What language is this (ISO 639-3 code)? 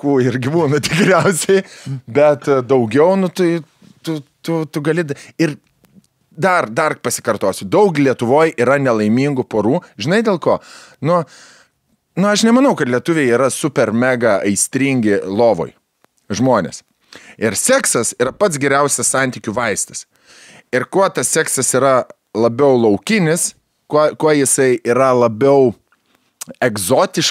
lit